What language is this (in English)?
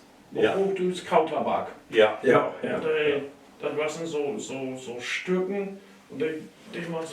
Low German